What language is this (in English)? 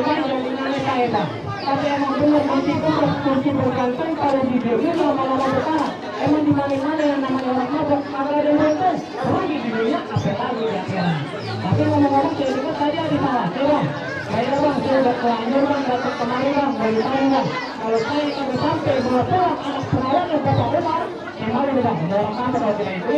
Betawi